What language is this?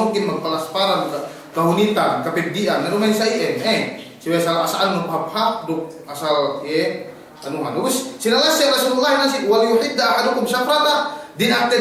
Yakan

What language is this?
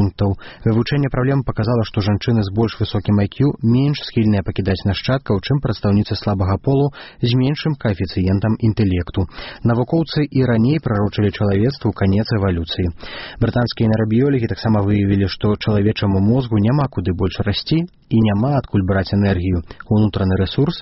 Belarusian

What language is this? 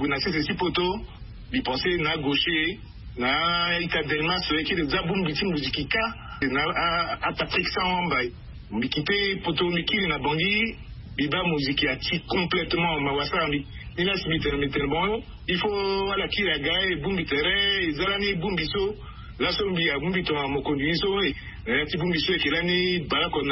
Sango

